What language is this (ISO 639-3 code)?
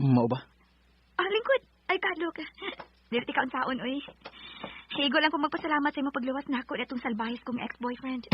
ceb